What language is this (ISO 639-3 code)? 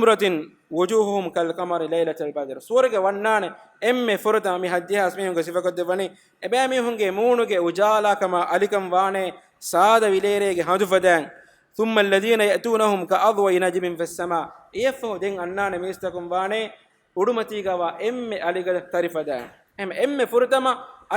div